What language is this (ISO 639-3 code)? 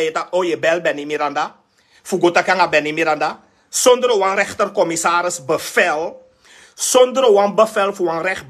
srn